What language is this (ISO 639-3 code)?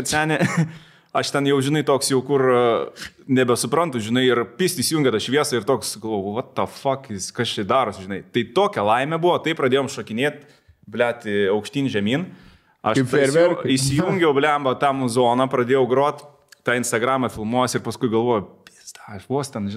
lit